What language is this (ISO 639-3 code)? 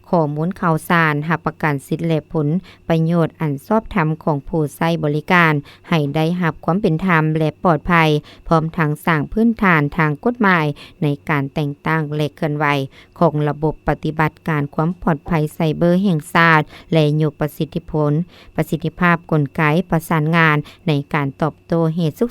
lao